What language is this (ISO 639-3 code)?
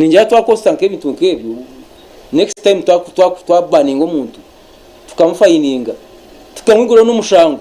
nyn